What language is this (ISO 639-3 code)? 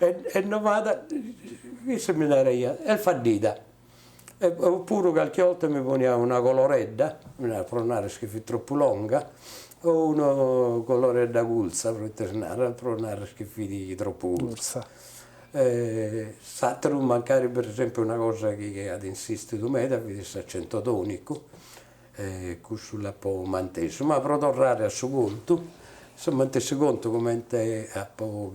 srd